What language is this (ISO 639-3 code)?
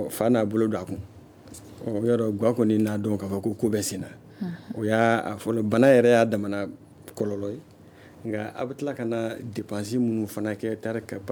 bam